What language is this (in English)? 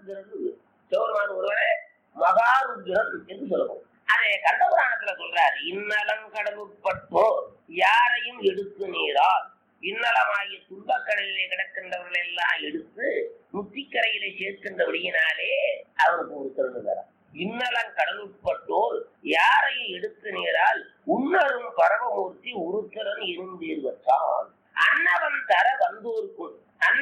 Tamil